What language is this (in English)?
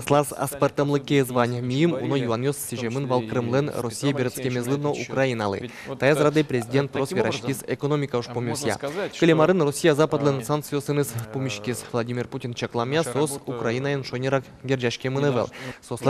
Udmurt